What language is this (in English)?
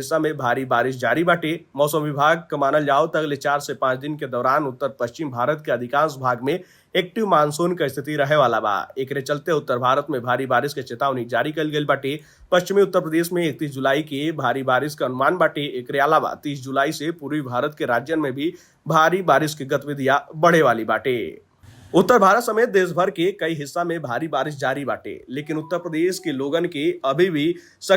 Bhojpuri